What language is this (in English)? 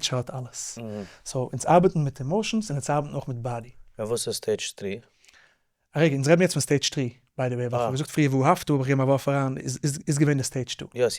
Yiddish